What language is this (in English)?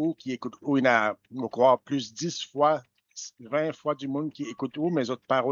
Morisyen